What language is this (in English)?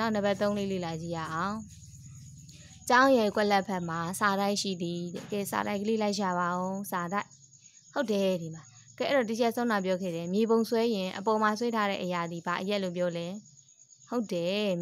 Burmese